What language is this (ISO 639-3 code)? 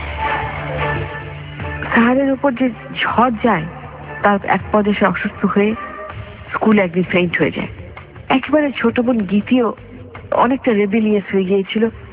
ben